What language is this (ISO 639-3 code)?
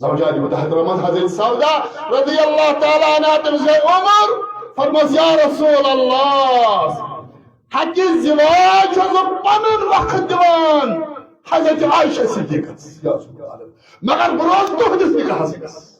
kas